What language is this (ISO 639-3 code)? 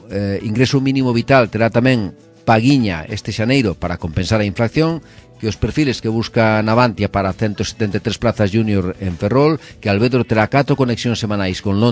glg